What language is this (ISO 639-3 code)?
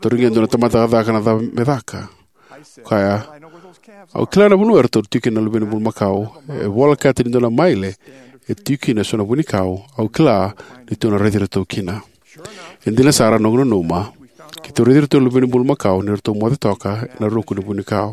fij